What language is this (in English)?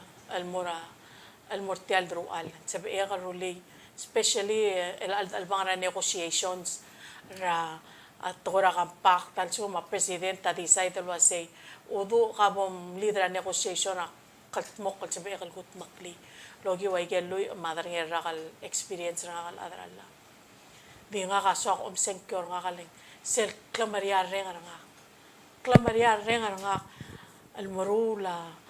Palauan